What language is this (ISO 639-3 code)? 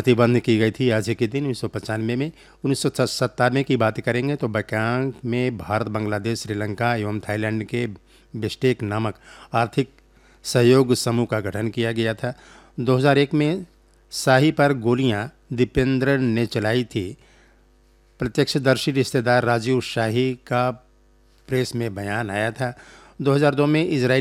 hin